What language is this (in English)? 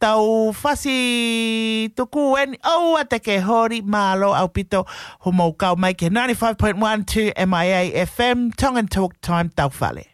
Tongan